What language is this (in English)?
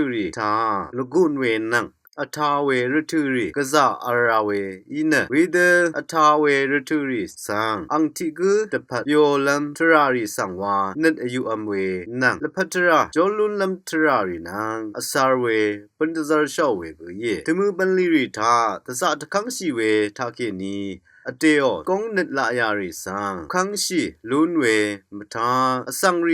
Rawang